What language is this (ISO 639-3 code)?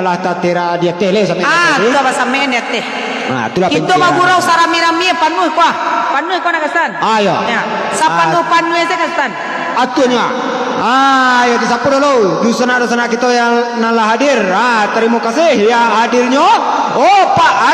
min